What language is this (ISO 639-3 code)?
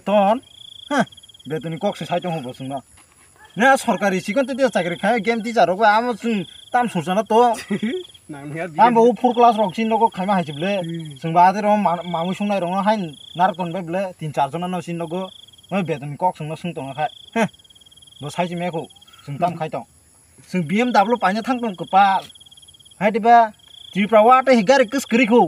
trp